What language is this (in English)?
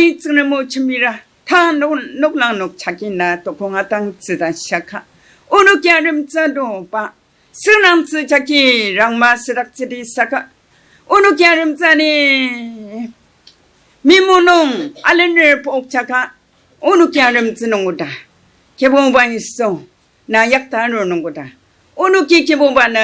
Ao Naga